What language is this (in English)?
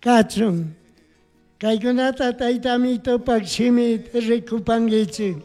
Chimborazo Highland Quichua